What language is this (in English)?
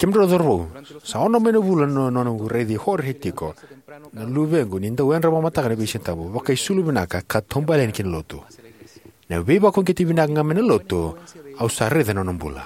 Fijian